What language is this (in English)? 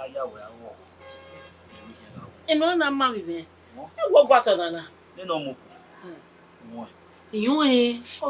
Bini